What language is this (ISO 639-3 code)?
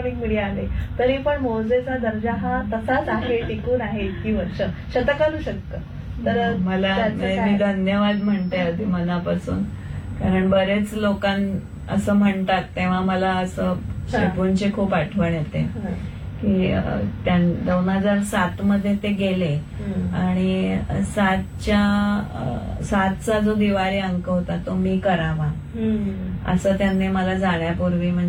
mar